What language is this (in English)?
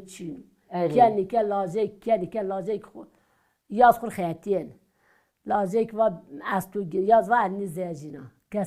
Kurdish